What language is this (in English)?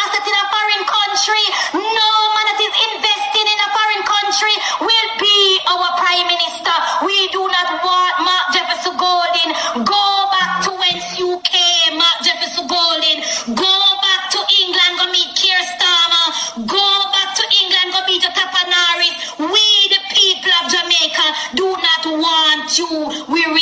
Jamaican Creole English